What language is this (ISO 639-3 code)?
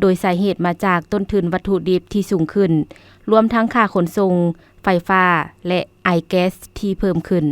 lao